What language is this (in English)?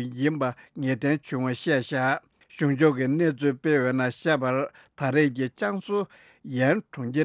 Tibetan